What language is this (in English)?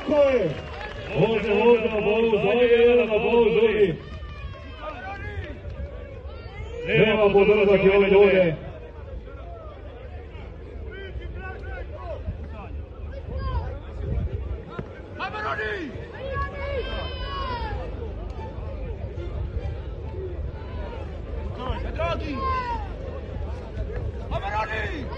Croatian